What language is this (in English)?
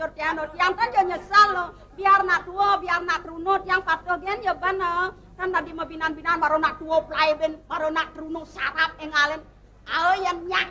Balinese